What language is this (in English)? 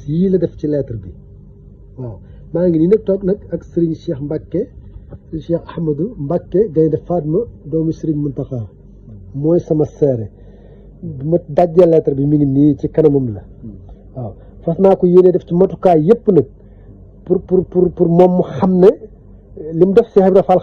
Wolof